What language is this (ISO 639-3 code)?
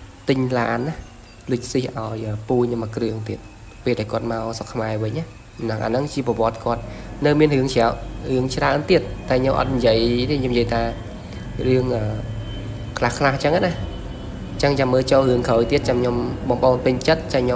khm